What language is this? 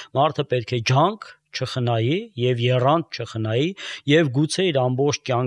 Armenian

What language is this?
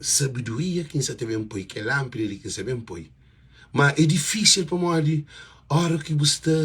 Kabuverdianu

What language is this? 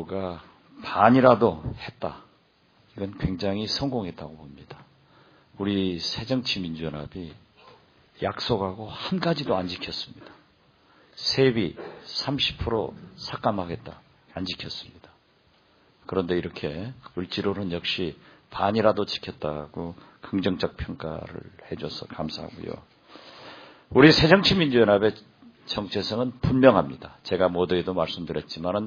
Korean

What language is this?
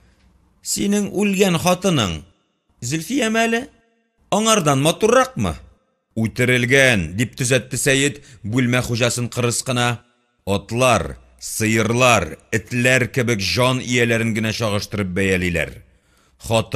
Tatar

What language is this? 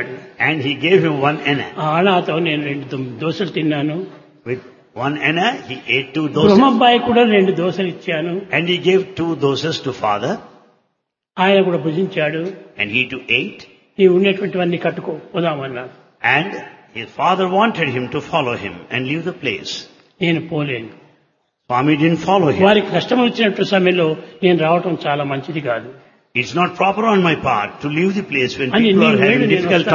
Telugu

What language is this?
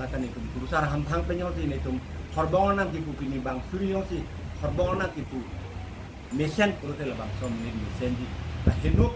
Karbi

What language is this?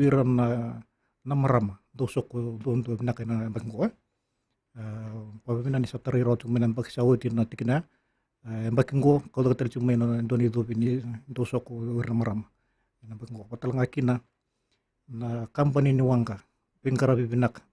Fijian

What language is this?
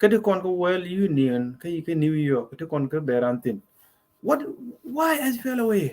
Nuer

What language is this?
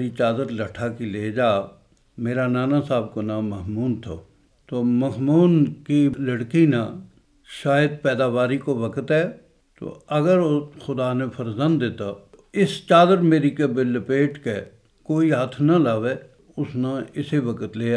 Gujari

